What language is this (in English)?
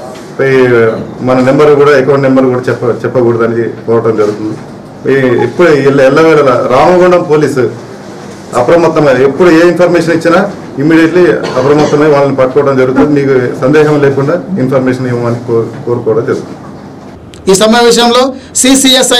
Telugu